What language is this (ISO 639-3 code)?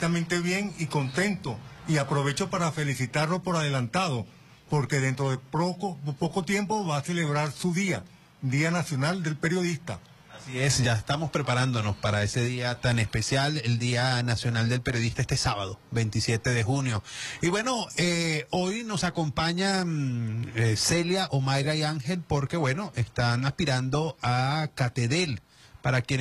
spa